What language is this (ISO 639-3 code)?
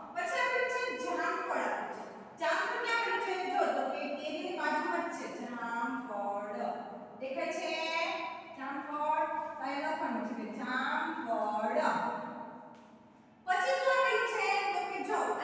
guj